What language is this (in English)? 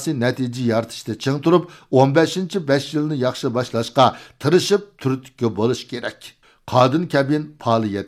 Uyghur